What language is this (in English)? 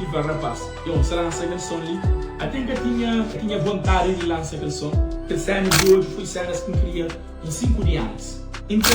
Kabuverdianu